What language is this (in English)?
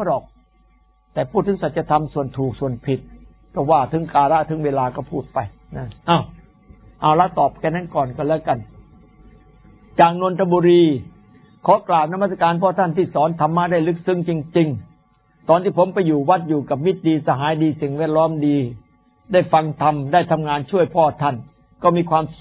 Thai